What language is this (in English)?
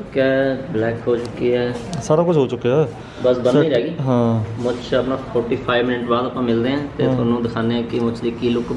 Punjabi